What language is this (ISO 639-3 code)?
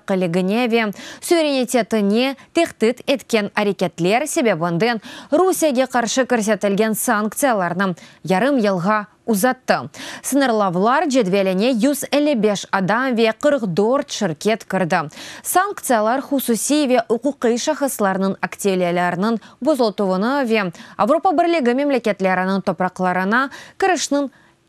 crh